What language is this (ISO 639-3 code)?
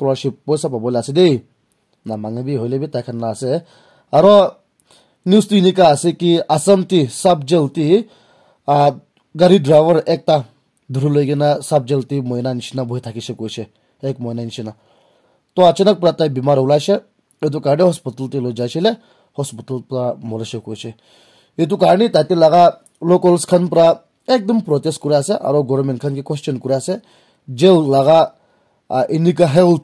nag